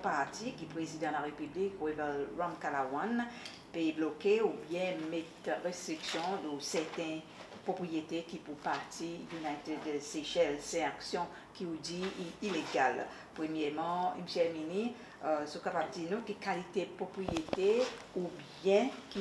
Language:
Seselwa Creole French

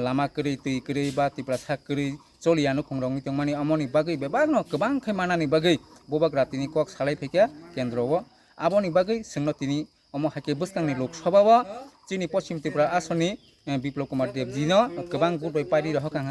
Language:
Kok Borok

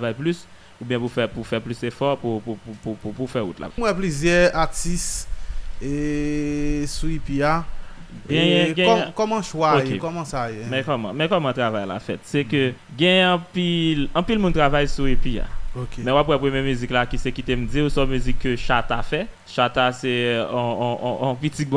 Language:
Haitian Creole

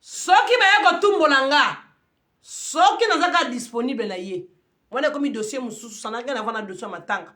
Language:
Lingala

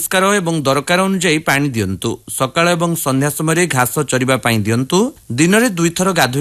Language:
Odia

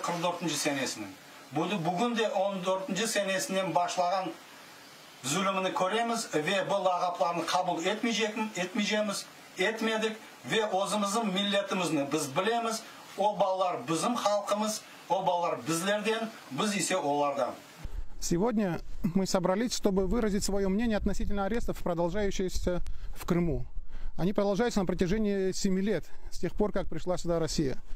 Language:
Crimean Tatar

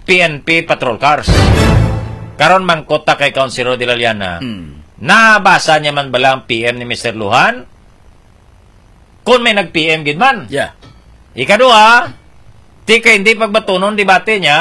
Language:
Hiligaynon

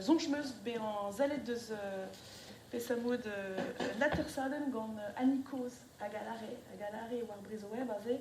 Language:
Breton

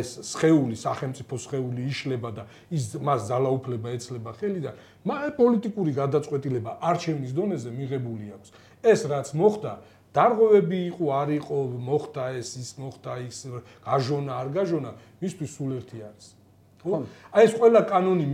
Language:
Georgian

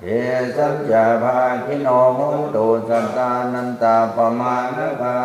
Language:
Pali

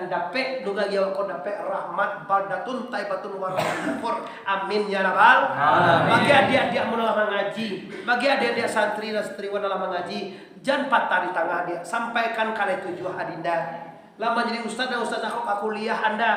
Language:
Minangkabau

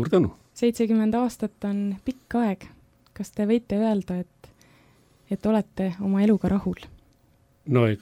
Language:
Estonian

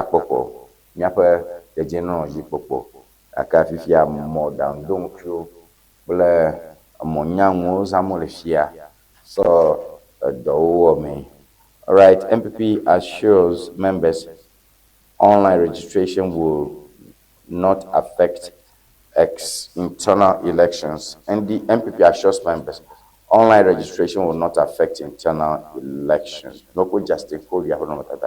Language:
Ewe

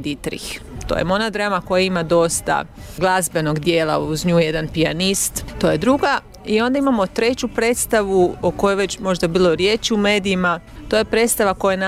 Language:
Croatian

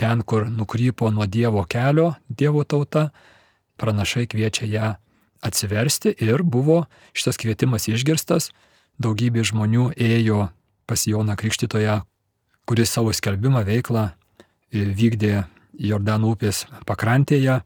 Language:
Lithuanian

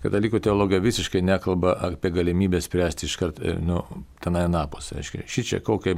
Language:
Lithuanian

